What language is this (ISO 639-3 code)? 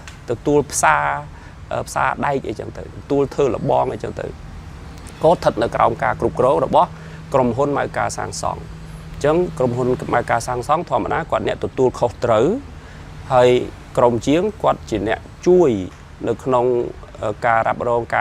khm